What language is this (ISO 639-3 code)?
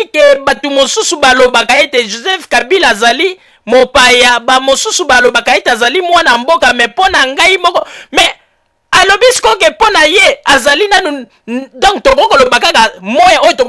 lin